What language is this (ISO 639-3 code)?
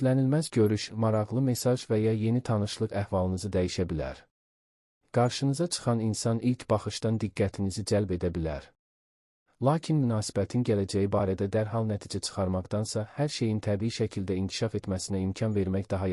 aze